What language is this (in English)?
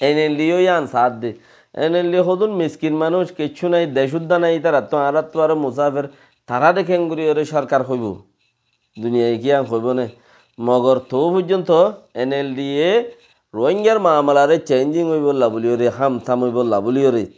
Rohingya